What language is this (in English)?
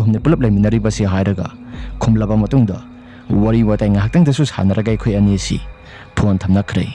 Manipuri